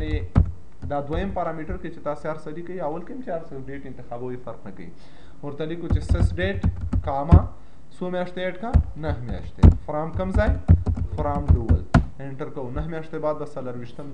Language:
Pashto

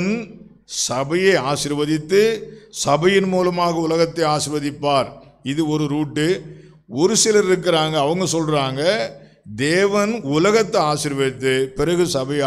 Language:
Tamil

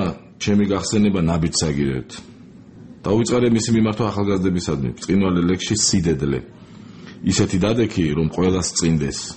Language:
Georgian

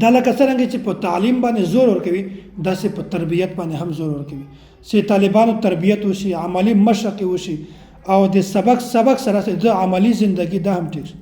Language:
Pashto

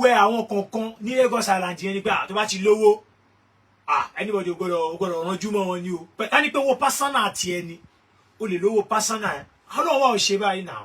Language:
Yoruba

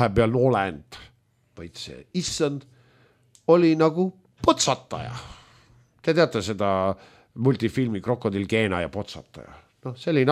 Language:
Estonian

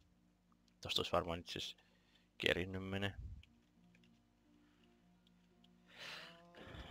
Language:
Finnish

